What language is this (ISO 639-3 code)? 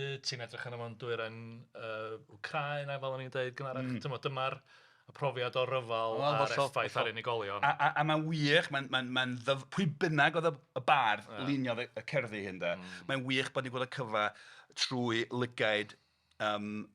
cym